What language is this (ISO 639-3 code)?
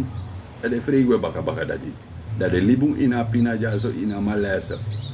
srn